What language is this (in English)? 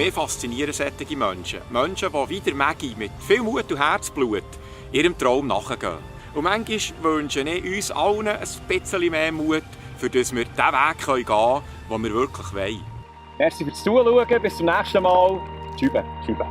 Swiss German